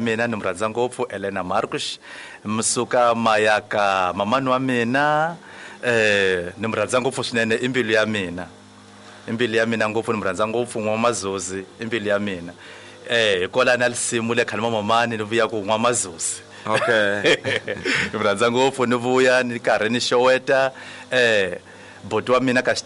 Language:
Tsonga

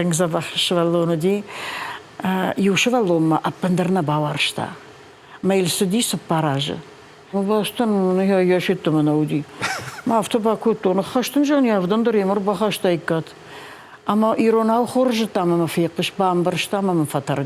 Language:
Ossetic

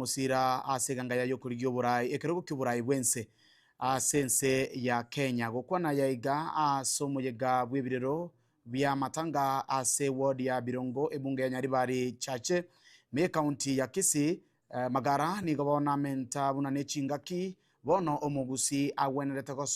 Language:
Gusii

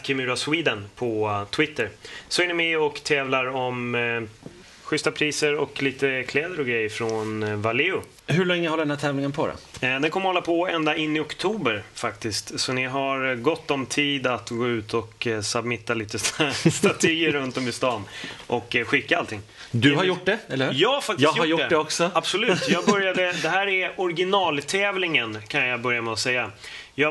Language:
Swedish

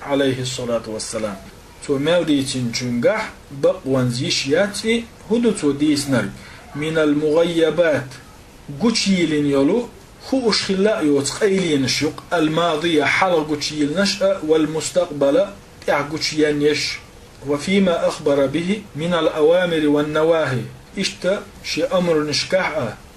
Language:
Chechen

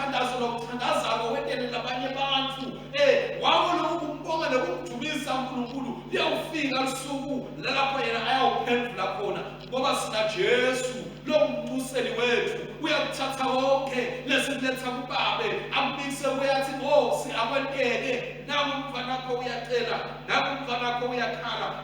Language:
Swati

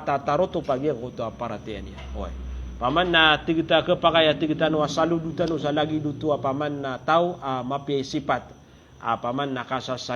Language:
Maranao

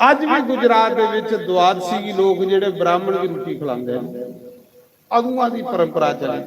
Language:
Dogri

